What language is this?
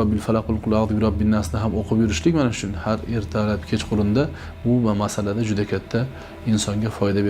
Uzbek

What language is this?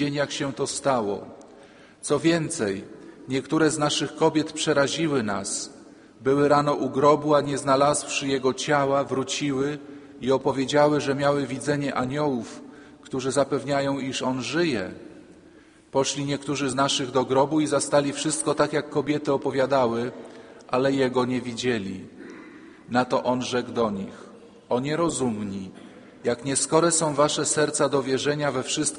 Polish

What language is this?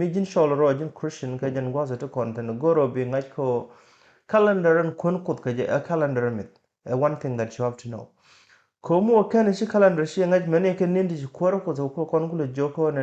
Nuer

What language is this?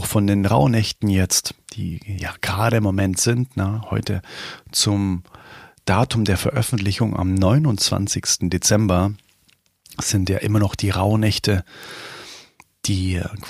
German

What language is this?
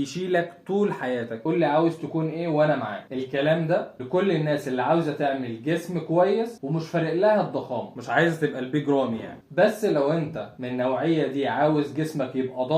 Egyptian Arabic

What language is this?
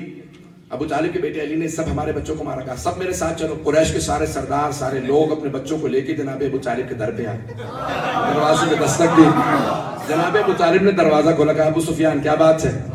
Urdu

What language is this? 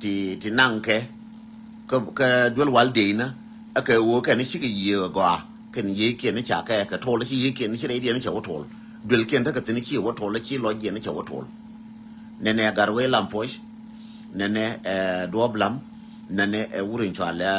Nuer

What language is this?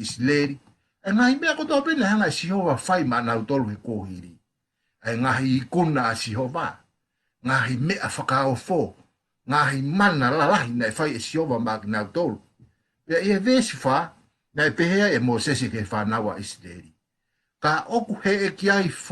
Tongan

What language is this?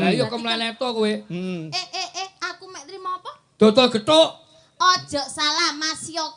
Javanese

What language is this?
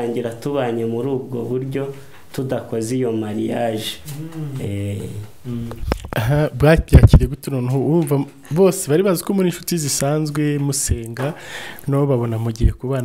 Kinyarwanda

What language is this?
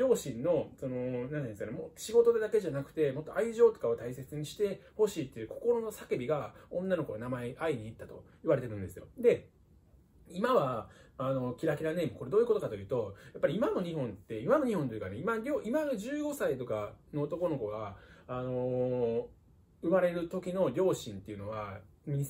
Japanese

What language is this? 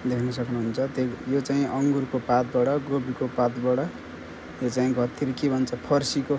Nepali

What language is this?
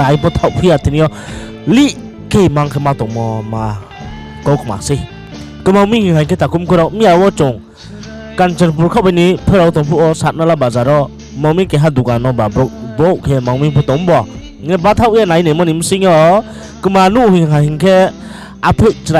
Riang (India)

